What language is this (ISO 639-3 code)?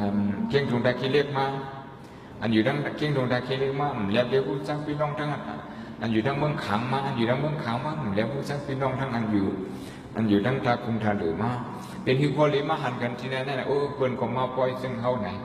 shn